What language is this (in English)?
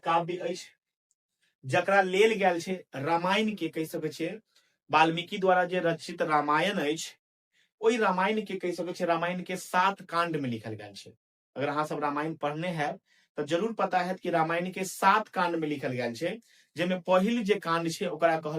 Maithili